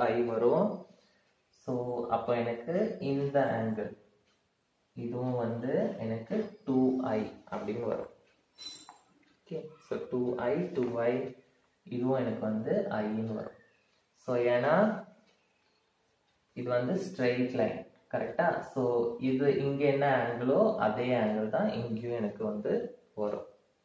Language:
Tamil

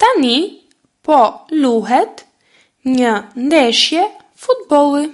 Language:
Albanian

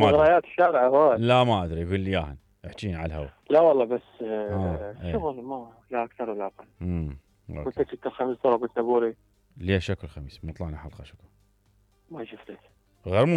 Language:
Mesopotamian Arabic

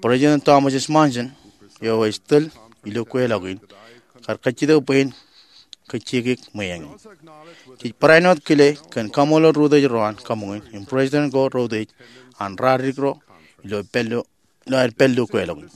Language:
Marshallese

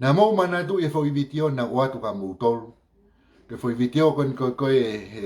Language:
Tongan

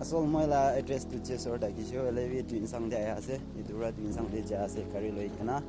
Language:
Naga Pidgin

